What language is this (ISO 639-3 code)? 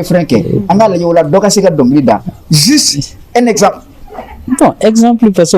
bam